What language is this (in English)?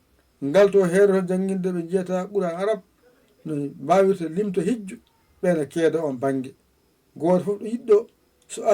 Fula